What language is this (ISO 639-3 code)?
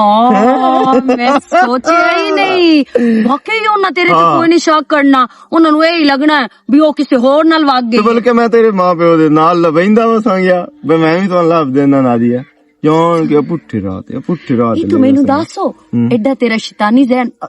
lah